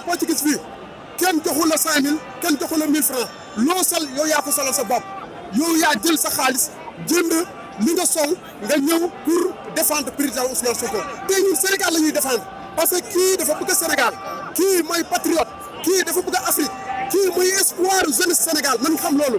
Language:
Wolof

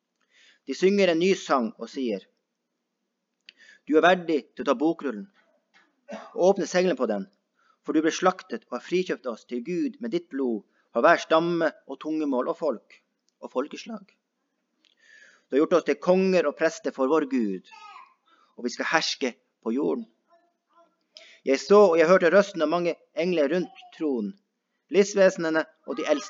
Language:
Norwegian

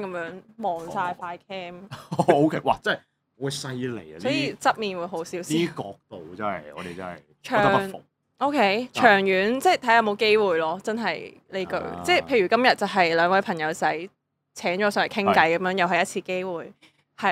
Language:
Cantonese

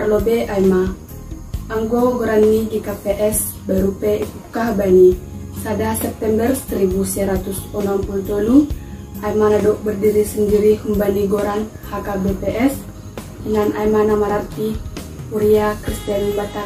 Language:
Batak Simalungun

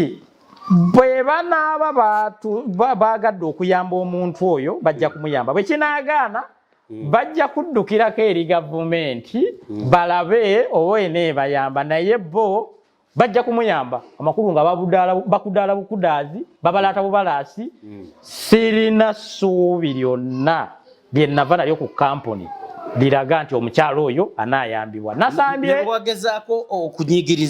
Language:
Ganda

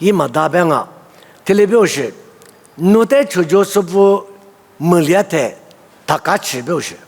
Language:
Lisu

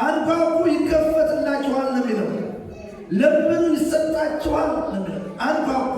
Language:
Amharic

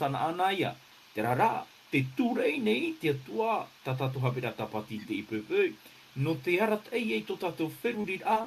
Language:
Tahitian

